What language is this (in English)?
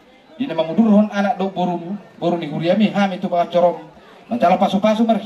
Batak Toba